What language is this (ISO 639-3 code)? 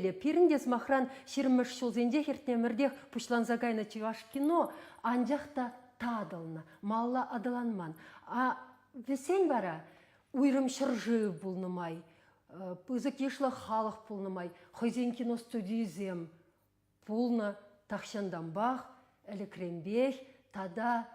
chv